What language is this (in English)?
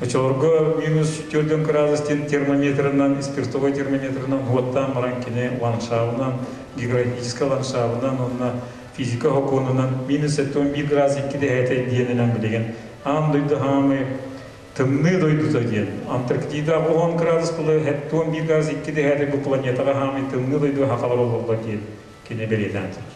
Yakut